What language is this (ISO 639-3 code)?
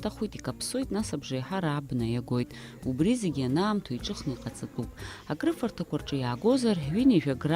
abk